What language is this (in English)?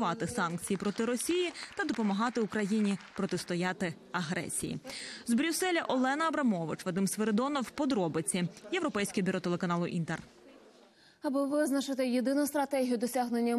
Ukrainian